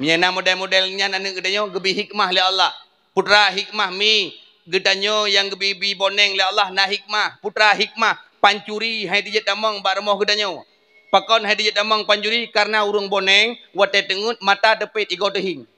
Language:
Achinese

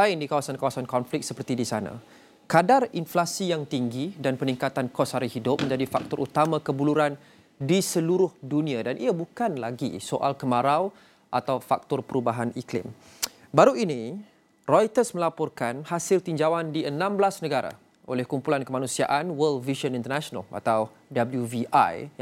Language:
Malay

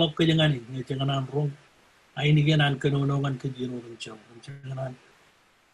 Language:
Marshallese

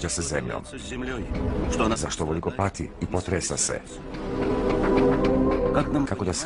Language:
Croatian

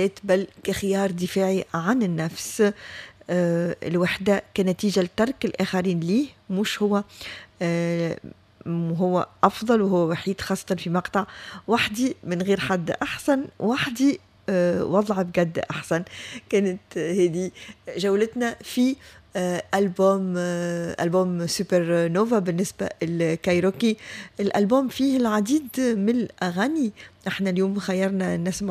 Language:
Tunisian Arabic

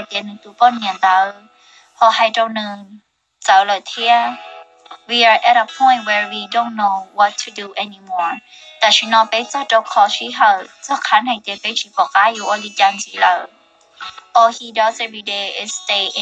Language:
Hmong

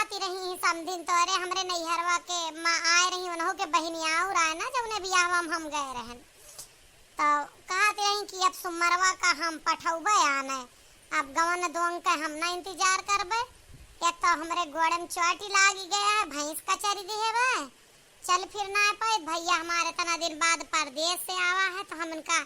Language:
Awadhi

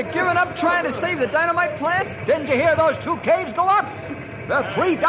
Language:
English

